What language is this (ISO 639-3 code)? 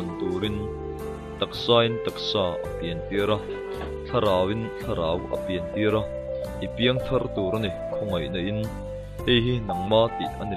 lus